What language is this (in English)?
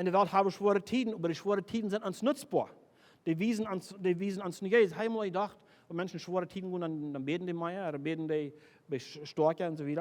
Plautdietsch